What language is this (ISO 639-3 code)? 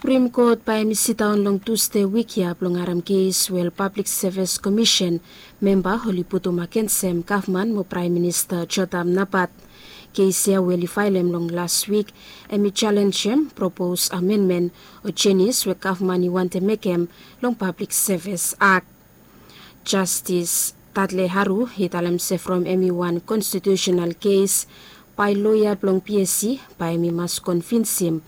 bis